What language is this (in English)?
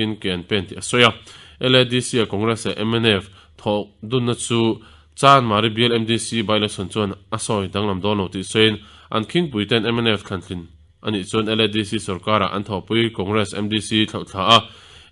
Mizo